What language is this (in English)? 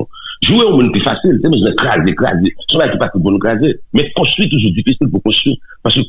Haitian Creole